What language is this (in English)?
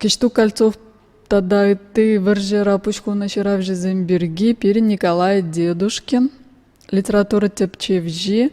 Chuvash